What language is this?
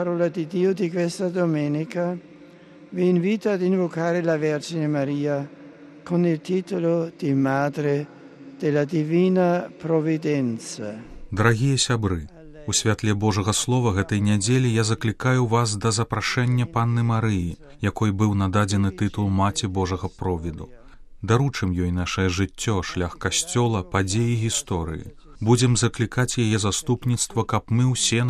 Belarusian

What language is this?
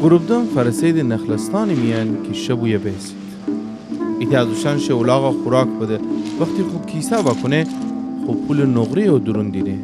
Gilaki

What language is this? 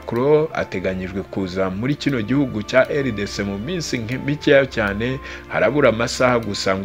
Kinyarwanda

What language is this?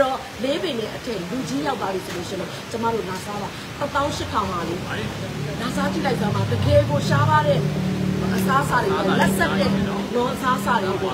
Burmese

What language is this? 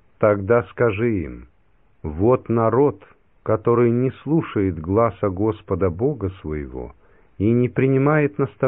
Russian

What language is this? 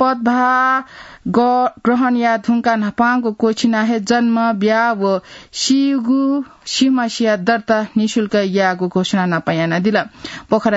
Newari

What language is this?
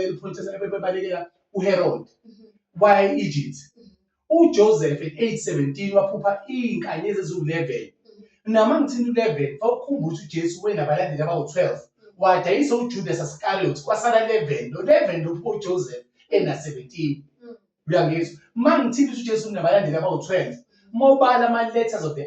Zulu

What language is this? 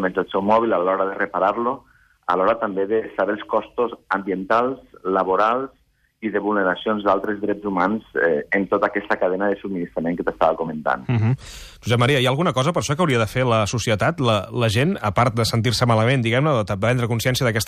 Catalan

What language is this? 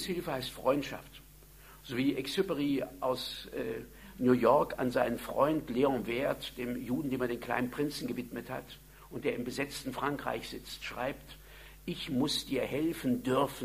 German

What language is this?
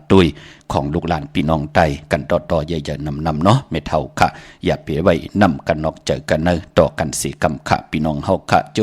Shan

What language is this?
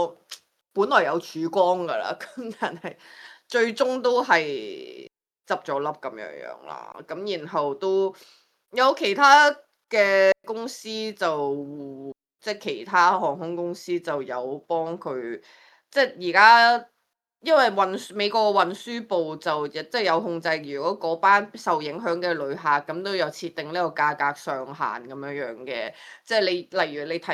Cantonese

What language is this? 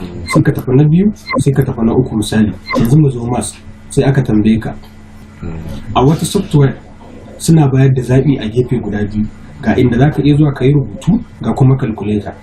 Hausa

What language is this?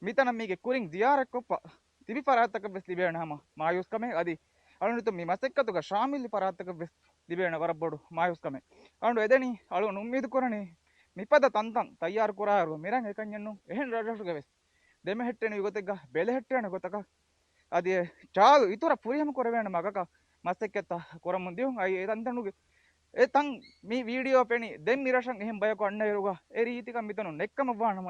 Divehi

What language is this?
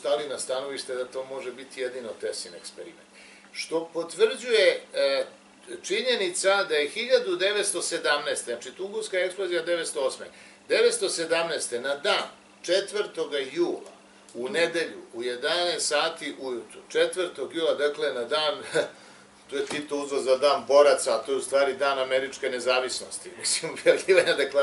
Serbian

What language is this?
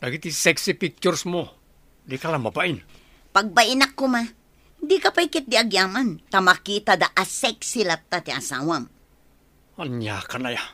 Iloko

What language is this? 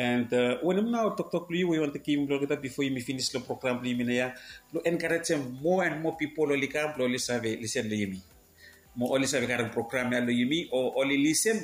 Bislama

